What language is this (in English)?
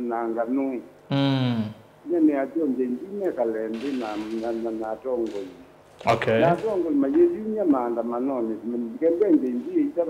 Kamba